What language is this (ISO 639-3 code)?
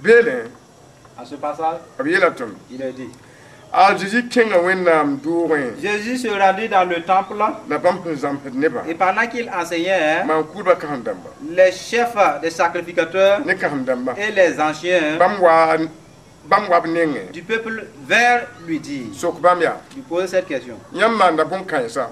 mos